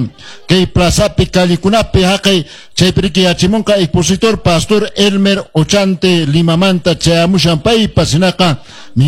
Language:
Quechua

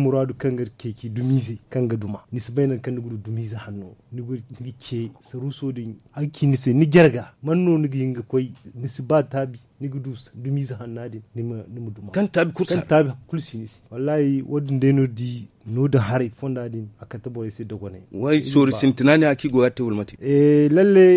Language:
Zarma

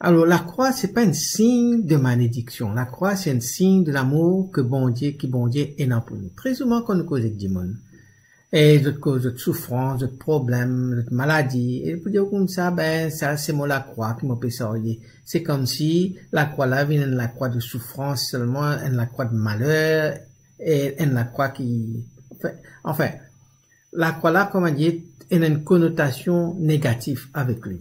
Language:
Morisyen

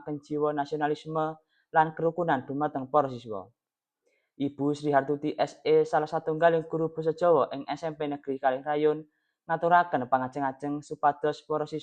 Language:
Javanese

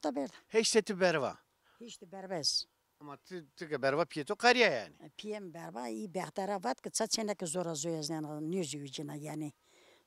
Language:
Zaza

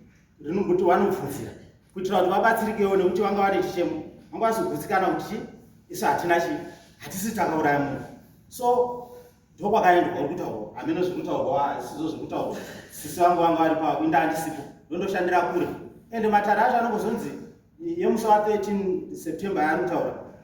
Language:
Shona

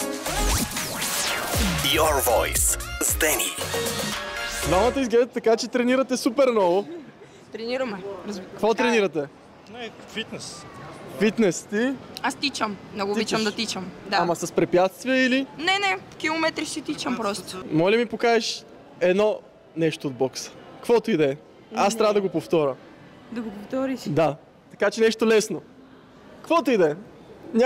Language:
Bulgarian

